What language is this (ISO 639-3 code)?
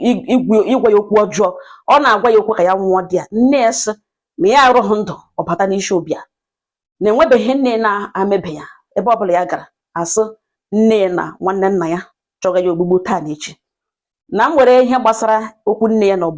ibo